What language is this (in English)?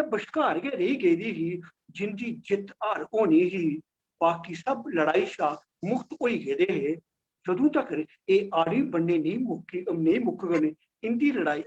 Dogri